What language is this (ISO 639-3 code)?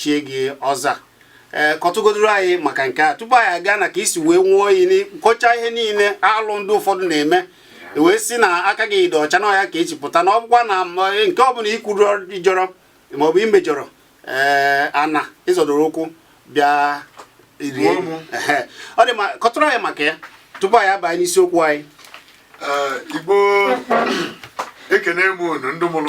ibo